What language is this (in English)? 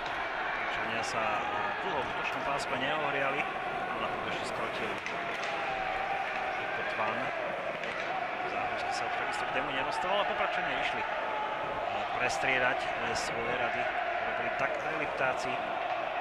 Slovak